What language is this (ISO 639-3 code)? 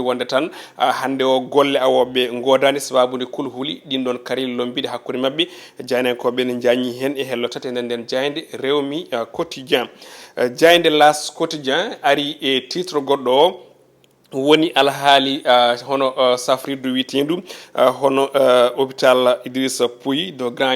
ful